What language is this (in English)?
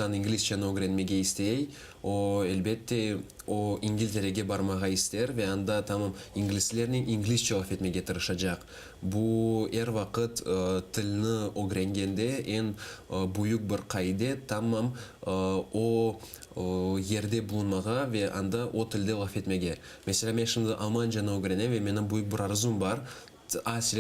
Crimean Tatar